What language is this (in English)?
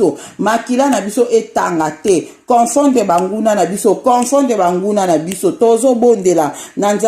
Lingala